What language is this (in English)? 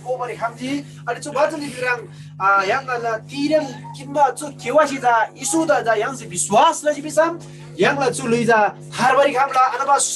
Eastern Tamang